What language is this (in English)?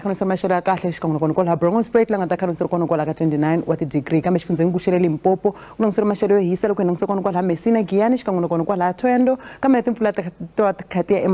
Tsonga